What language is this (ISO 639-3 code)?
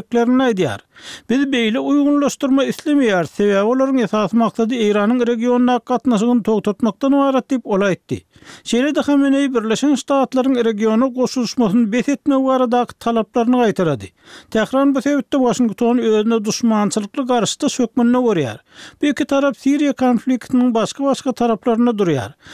tuk